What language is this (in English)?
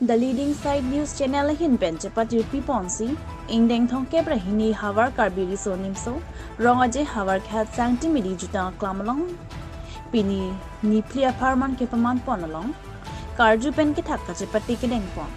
Karbi